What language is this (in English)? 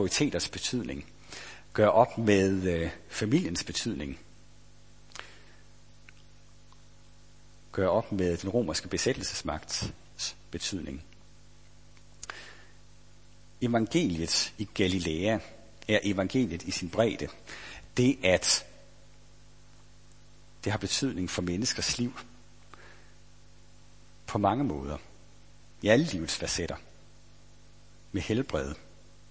Danish